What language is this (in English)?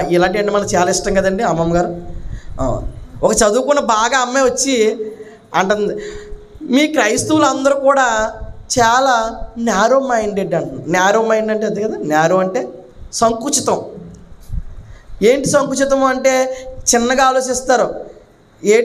Telugu